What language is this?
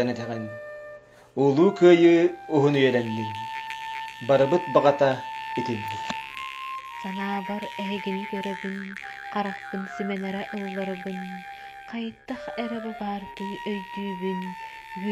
Yakut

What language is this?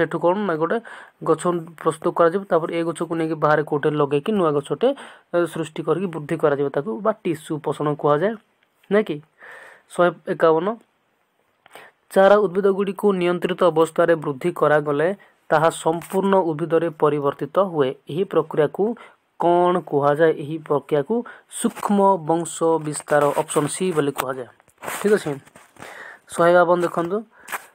Odia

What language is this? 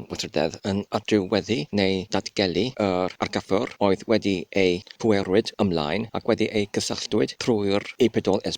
Welsh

